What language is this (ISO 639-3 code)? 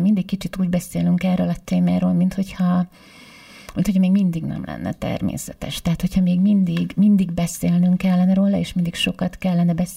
hun